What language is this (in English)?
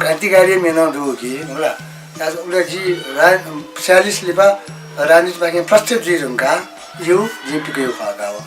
Newari